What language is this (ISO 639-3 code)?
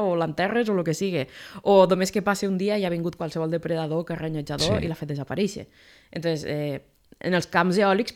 cat